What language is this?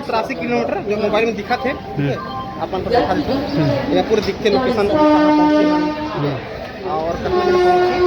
Chhattisgarhi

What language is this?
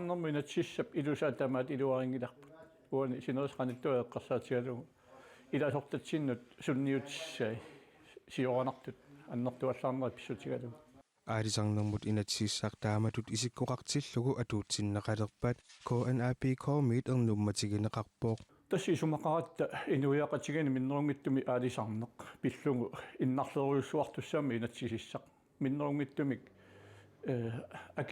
Kalaallisut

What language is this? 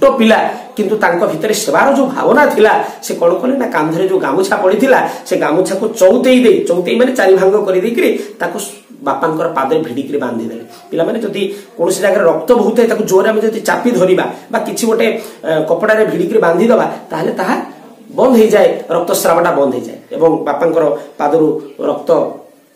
Odia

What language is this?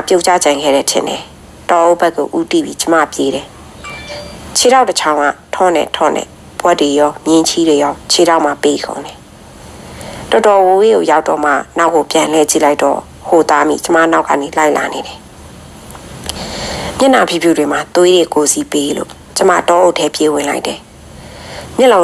Burmese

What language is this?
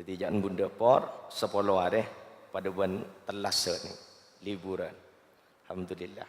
Madurese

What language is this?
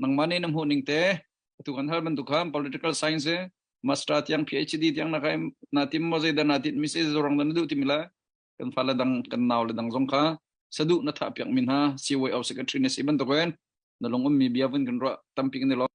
Hakha Chin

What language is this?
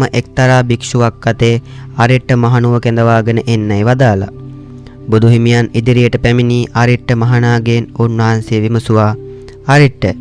Sinhala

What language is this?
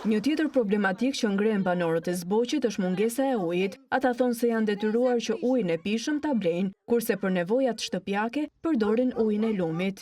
Albanian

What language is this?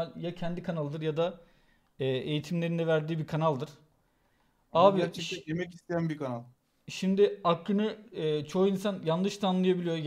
Turkish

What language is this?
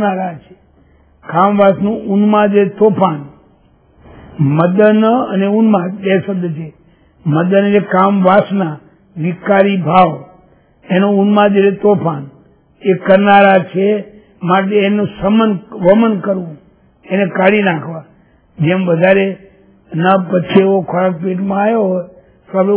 Gujarati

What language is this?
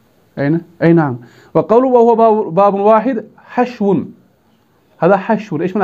Arabic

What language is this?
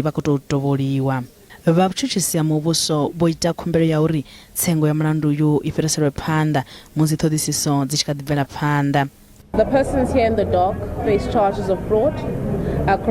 Venda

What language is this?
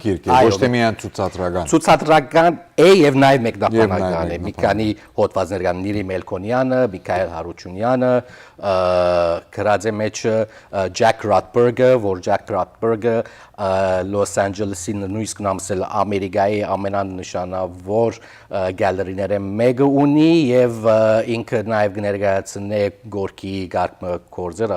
Western Armenian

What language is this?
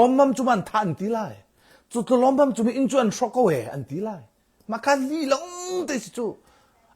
Hakha Chin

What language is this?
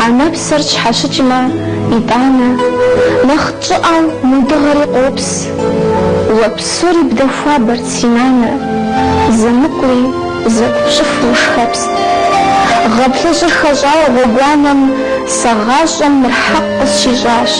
Kabardian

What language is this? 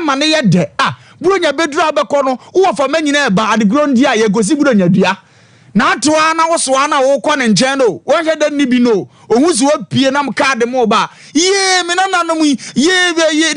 Akan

